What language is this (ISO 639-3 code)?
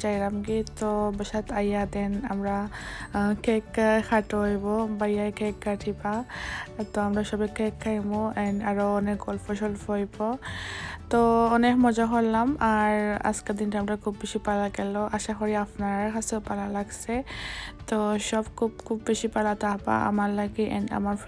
syl